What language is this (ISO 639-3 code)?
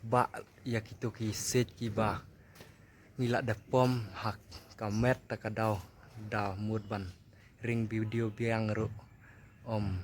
kha